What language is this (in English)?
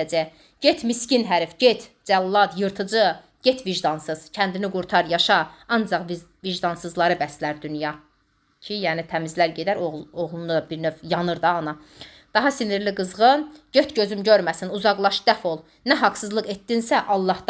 Azerbaijani